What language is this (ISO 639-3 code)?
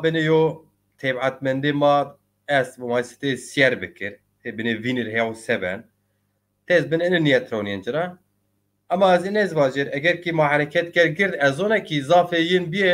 zza